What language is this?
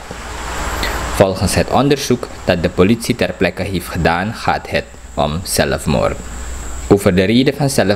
Dutch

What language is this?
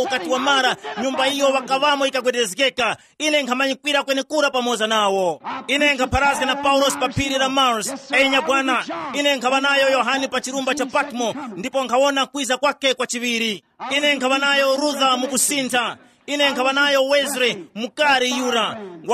Tumbuka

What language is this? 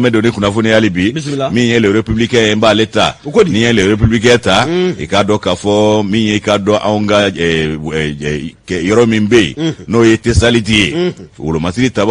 Bambara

